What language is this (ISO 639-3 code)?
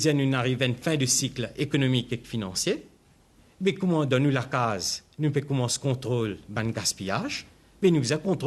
mfe